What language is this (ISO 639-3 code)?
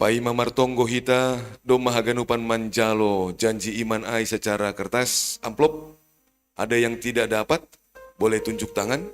bts